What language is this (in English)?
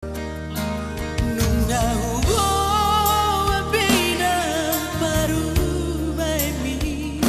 Batak Toba